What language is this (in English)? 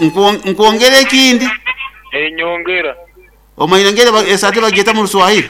Nyankole